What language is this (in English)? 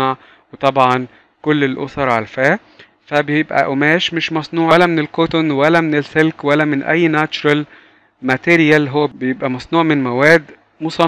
Egyptian Arabic